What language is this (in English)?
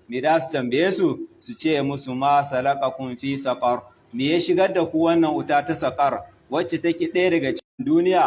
Hausa